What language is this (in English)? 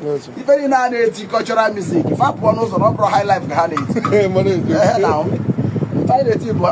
Igbo